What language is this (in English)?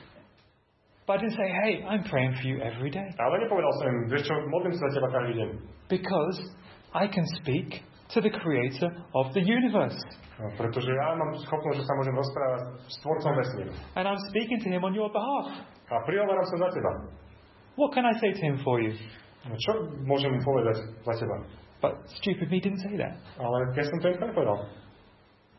Slovak